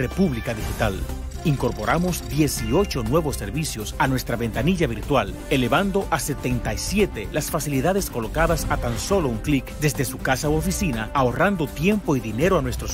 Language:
Spanish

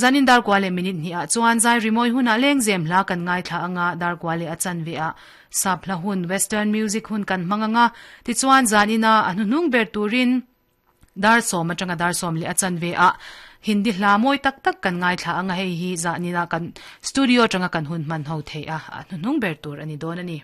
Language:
Mizo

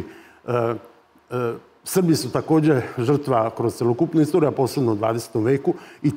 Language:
Serbian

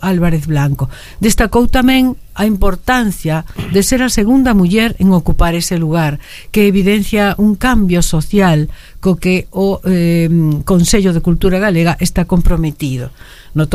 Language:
Galician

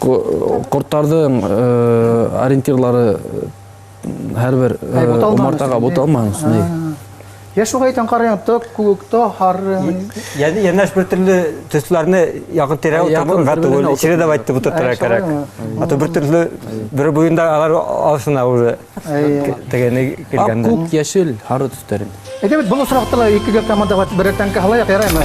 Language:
Bashkir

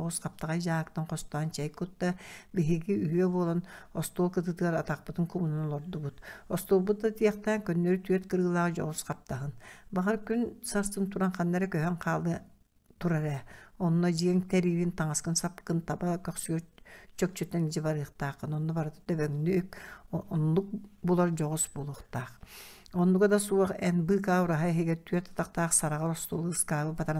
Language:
Yakut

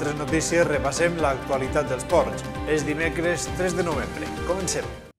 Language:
Catalan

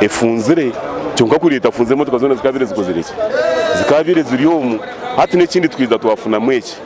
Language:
Nyankole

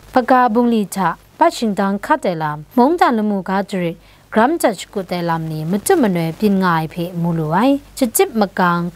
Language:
Kachin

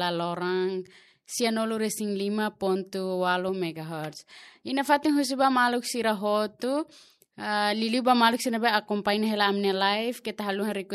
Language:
Tetum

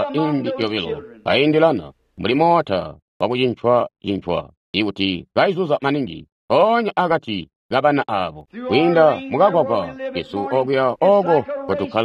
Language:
Tonga (Zambia)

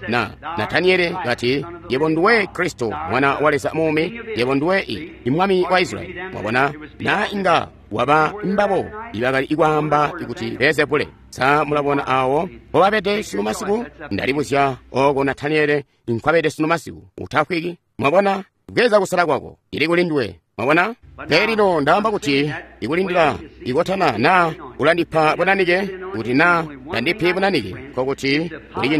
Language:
Tonga (Zambia)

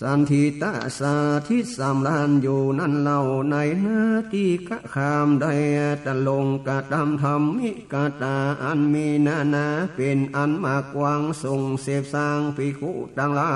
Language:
Northern Thai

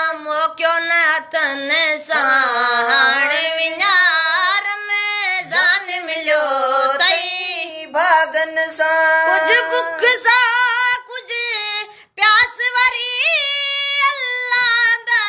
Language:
Sindhi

